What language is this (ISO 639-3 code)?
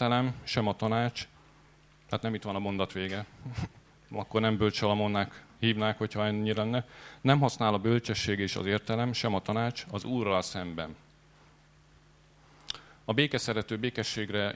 hun